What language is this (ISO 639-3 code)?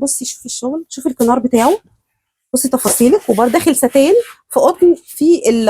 arz